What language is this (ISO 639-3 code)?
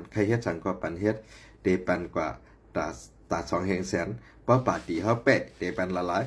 shn